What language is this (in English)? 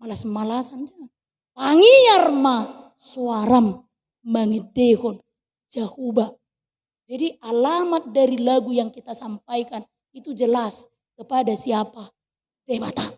Batak Toba